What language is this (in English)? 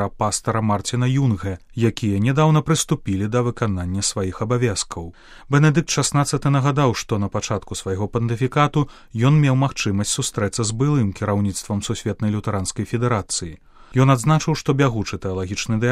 Belarusian